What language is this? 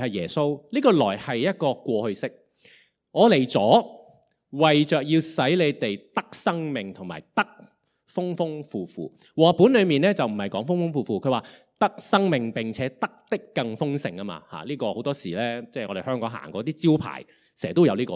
Cantonese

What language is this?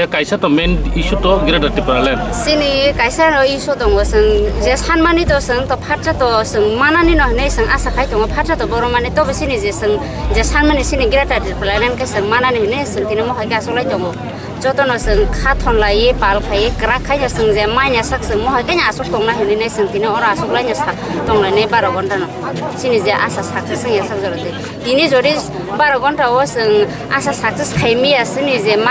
Kok Borok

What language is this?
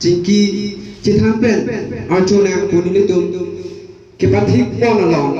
Karbi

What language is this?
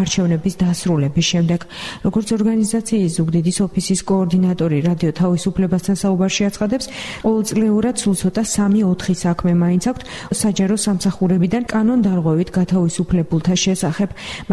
Georgian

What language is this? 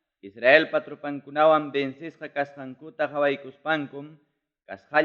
Ayacucho Quechua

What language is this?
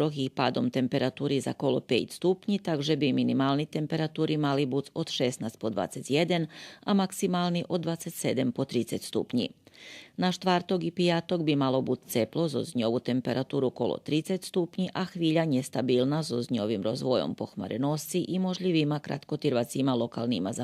Rusyn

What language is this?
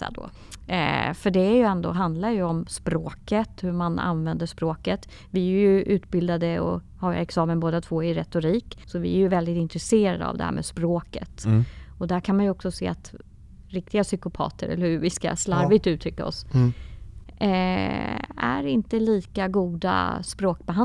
Swedish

